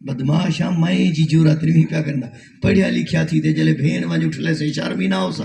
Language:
Saraiki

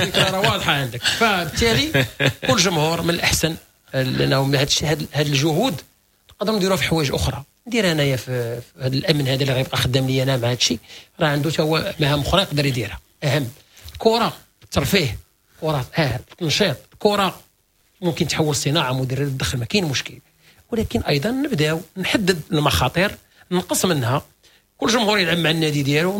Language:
Moroccan Arabic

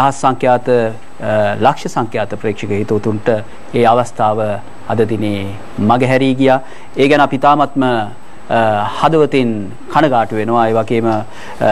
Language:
Sinhala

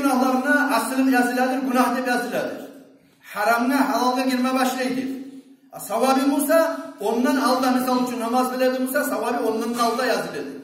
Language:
Kumyk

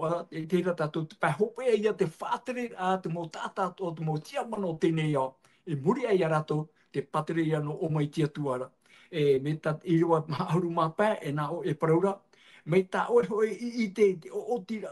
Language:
Tahitian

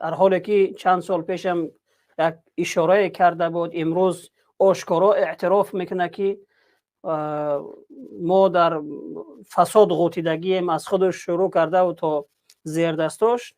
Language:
Tajik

